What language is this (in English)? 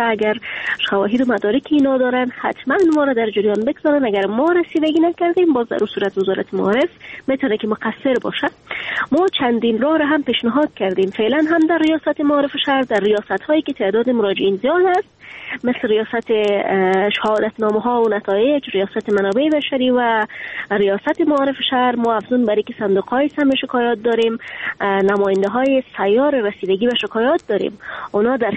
Persian